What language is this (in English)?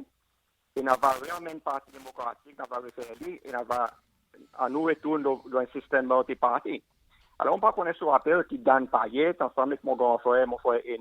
Seselwa Creole French